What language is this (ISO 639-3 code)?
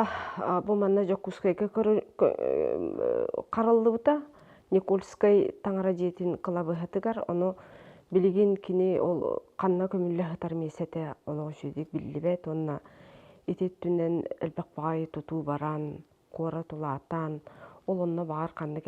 sah